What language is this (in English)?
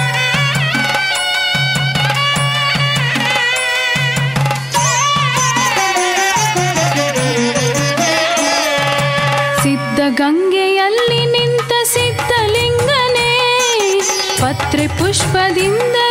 Kannada